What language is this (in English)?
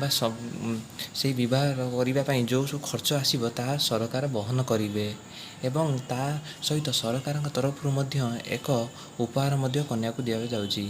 Odia